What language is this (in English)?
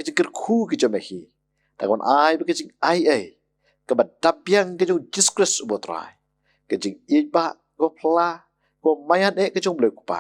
Khasi